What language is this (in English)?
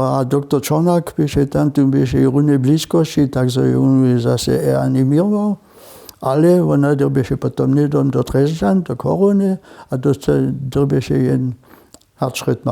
Upper Sorbian